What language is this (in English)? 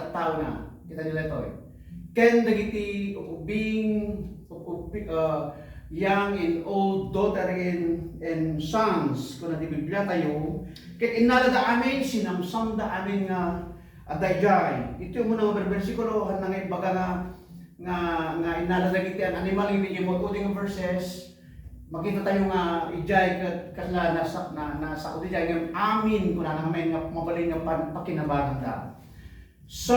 Iloko